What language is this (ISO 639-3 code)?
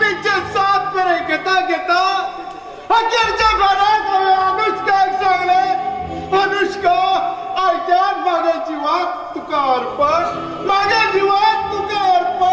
kok